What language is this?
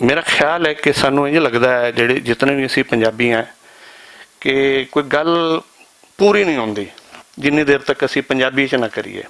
Western Panjabi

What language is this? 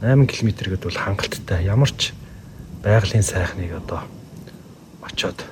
Mongolian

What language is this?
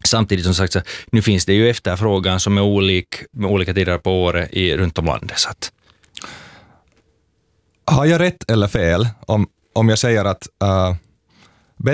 Swedish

